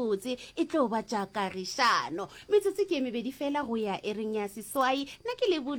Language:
Northern Sotho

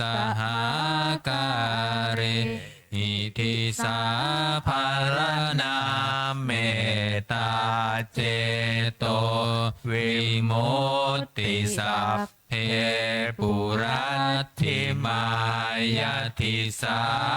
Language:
Pali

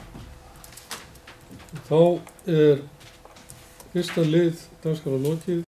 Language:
Icelandic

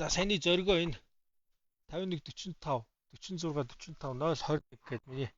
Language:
Mongolian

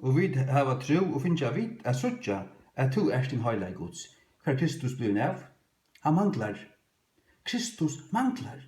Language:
Faroese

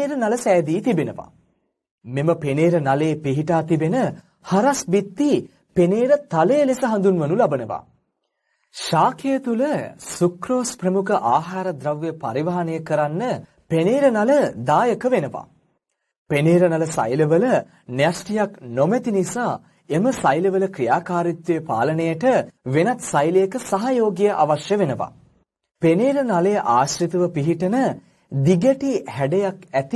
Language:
Sinhala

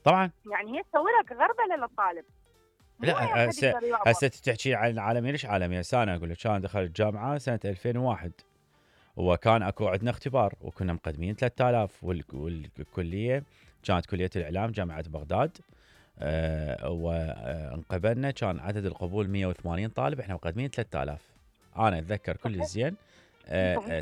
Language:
Mesopotamian Arabic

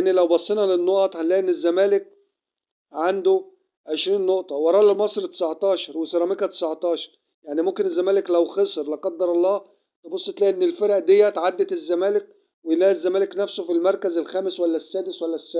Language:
Egyptian Arabic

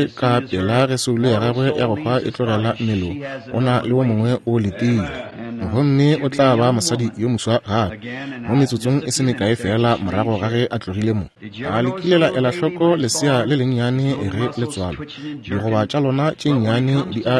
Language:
Northern Sotho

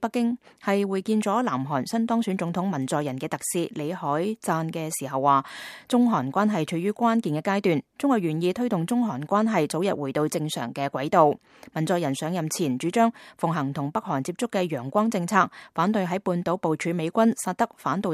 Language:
Cantonese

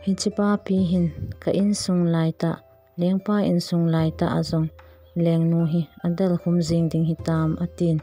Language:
Thado Chin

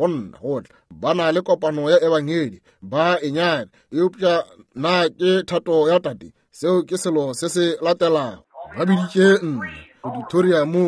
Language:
Northern Sotho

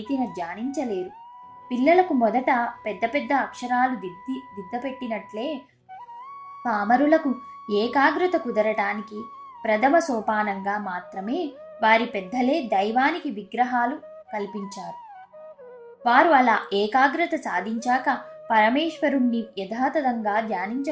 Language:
Telugu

